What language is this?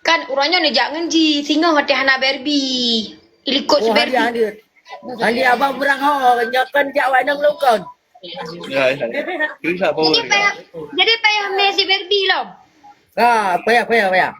Achinese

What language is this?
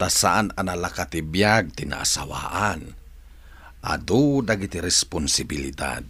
Iloko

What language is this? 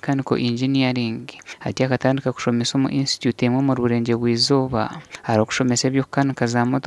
Nyankole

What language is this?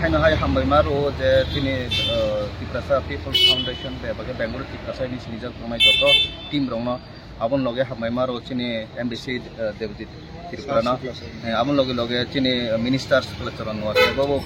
Kok Borok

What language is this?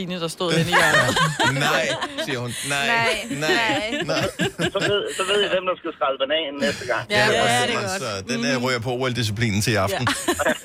Danish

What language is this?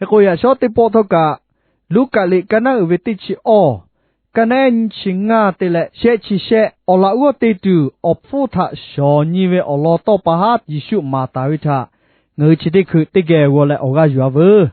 Lahu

